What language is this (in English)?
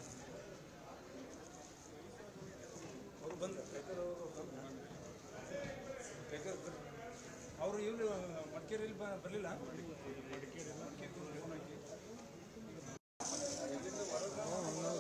Kannada